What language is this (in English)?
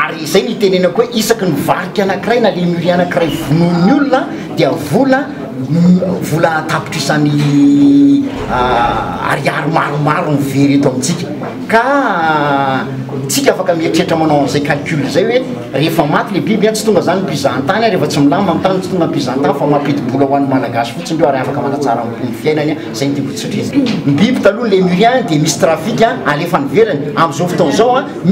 Malagasy